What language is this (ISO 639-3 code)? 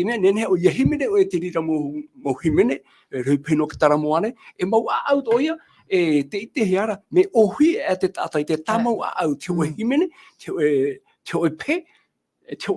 tah